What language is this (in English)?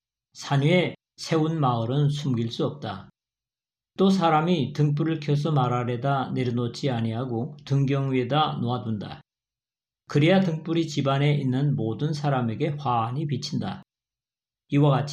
Korean